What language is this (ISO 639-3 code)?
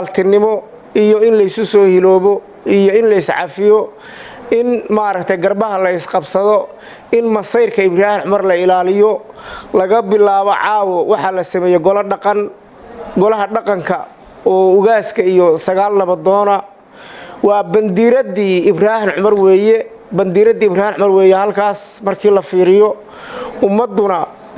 som